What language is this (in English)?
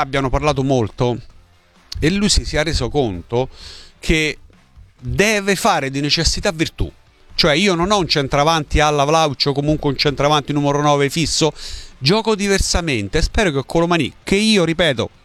Italian